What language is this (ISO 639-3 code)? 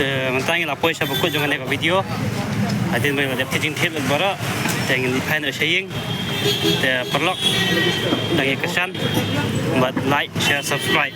kha